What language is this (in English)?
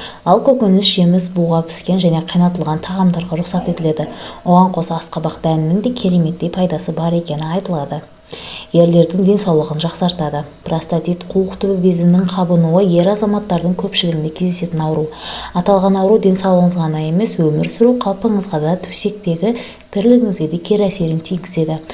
Kazakh